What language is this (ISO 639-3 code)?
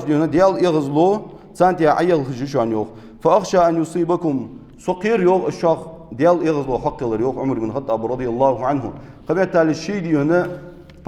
inh